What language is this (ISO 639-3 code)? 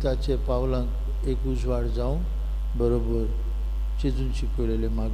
kok